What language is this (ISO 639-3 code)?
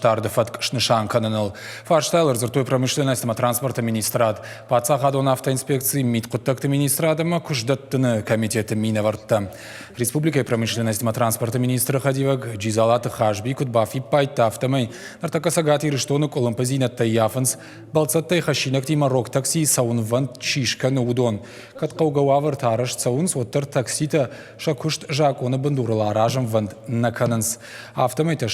oss